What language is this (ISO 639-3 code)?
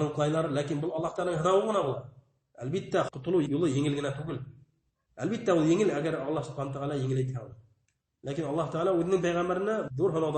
bak